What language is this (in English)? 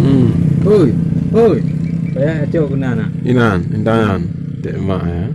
Achinese